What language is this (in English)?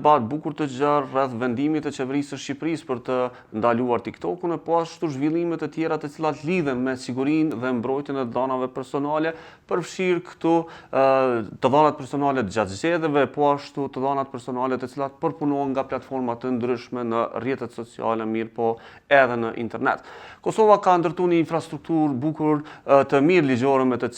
Albanian